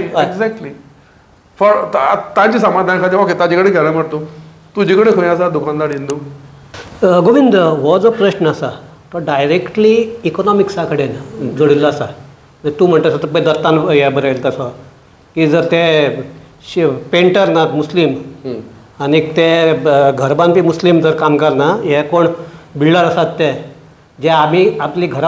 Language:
Konkani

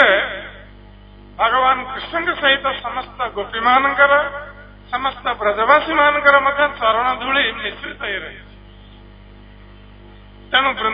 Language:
Odia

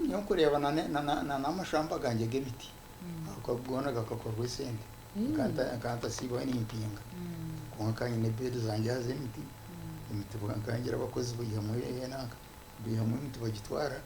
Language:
Nyankole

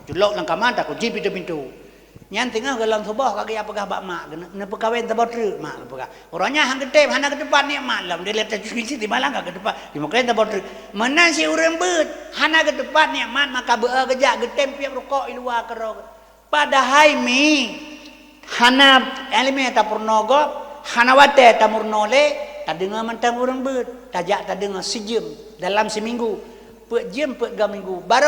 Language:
Achinese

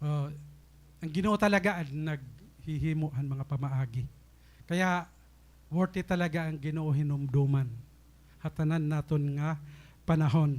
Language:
Waray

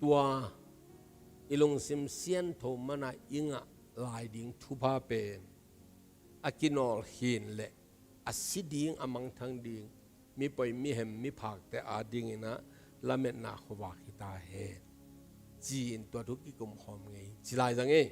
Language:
Tedim Chin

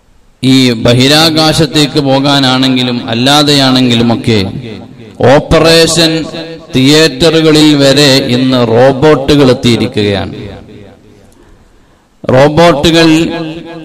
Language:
Malayalam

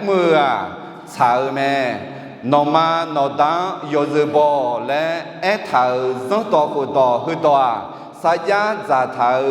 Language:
Akha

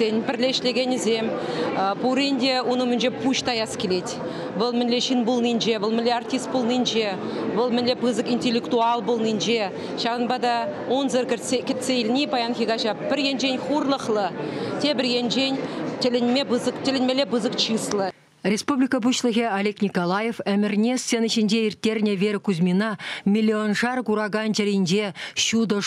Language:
Chuvash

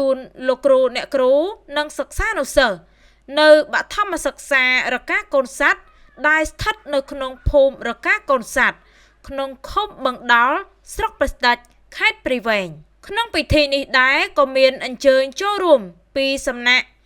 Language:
Khmer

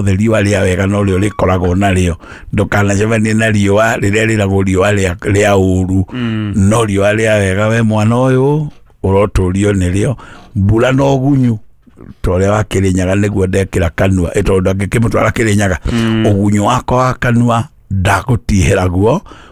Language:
Kikuyu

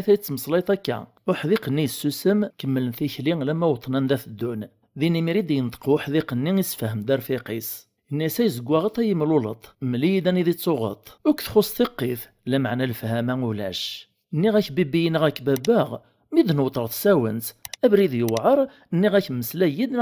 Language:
Kabyle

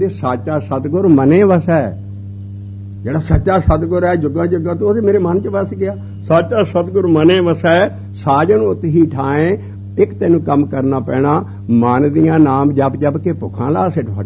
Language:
Punjabi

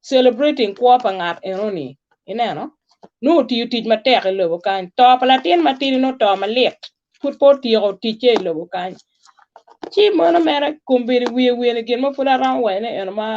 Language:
Acoli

